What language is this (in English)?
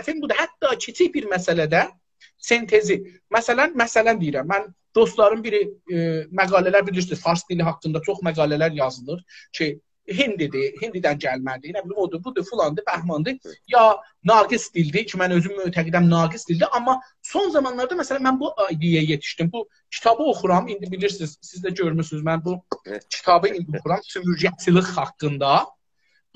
South Azerbaijani